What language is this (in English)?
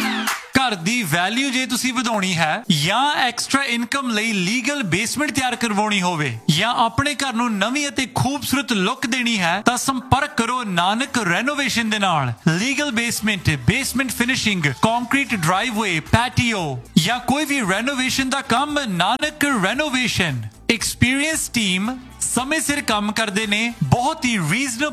Punjabi